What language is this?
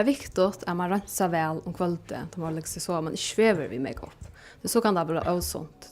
Faroese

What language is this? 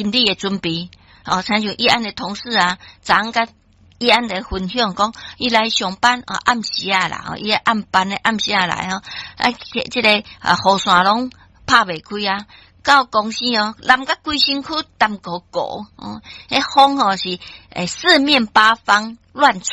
Min Nan Chinese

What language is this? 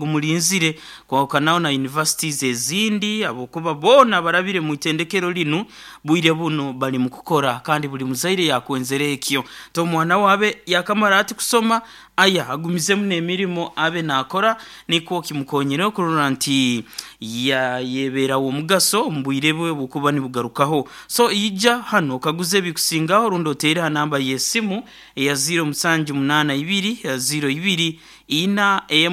Nyankole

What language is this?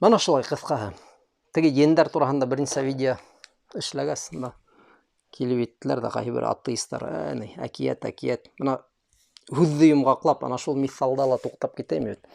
Bashkir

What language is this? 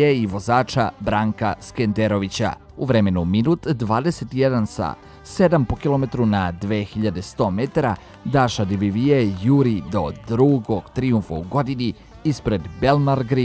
Serbian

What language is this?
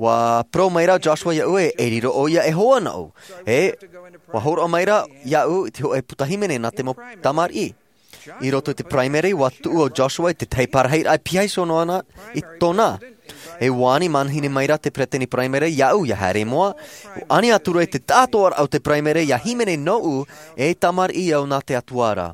Tahitian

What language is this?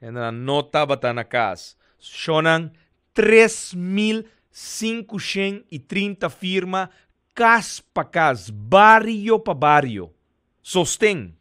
Papiamento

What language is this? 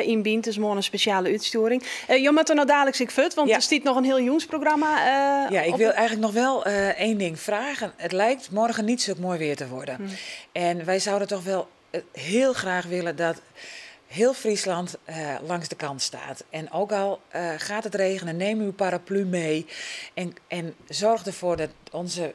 Western Frisian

